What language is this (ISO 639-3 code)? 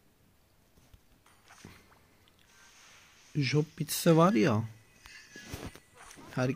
tur